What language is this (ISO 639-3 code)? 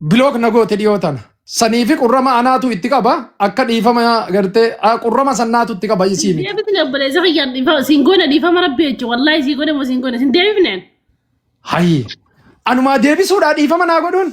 orm